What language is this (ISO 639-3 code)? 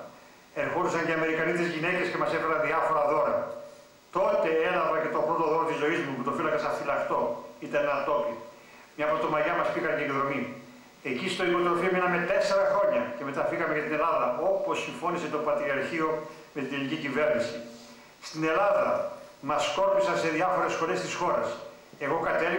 ell